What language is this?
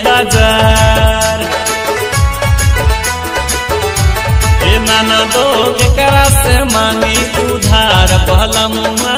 Bhojpuri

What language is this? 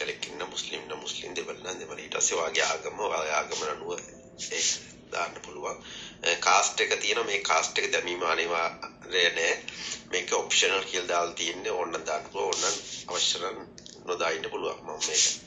Sinhala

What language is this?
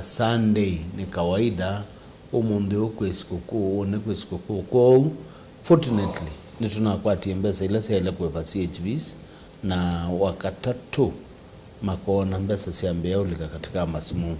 Kamba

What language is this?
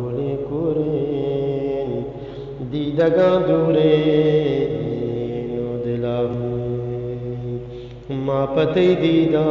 Eastern Balochi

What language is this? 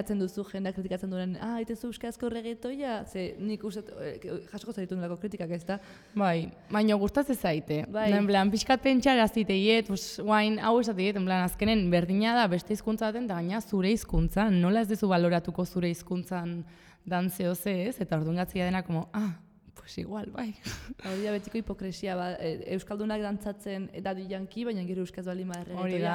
Basque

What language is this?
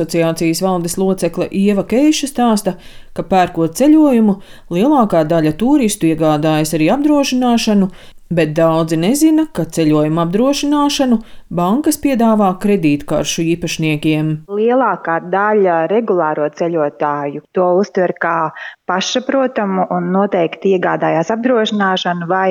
Latvian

